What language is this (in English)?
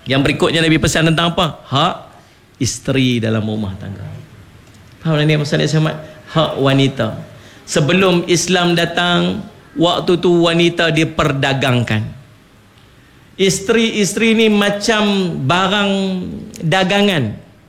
Malay